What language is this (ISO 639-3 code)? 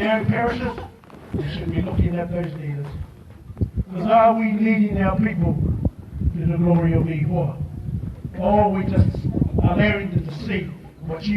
mri